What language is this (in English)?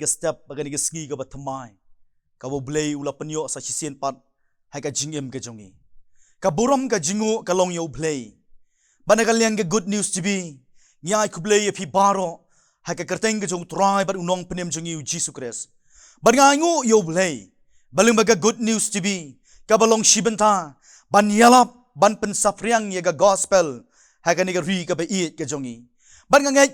Khasi